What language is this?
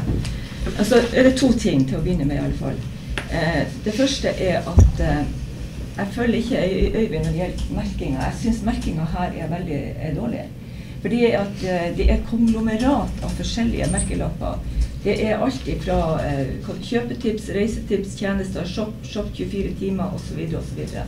Norwegian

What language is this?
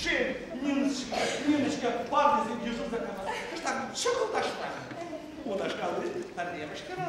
Chuvash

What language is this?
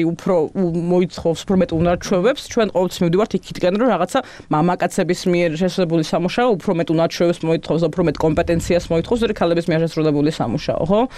Georgian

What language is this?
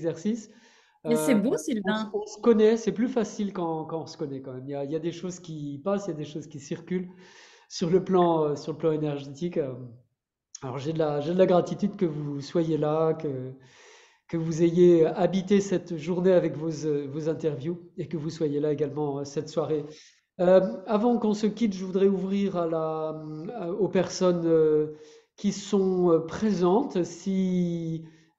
French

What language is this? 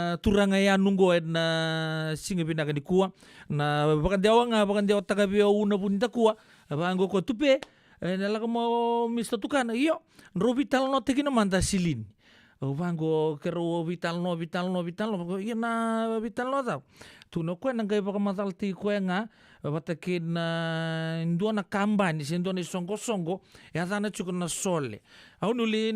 Fijian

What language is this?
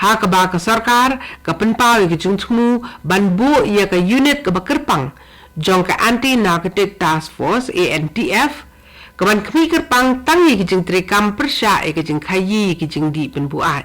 Khasi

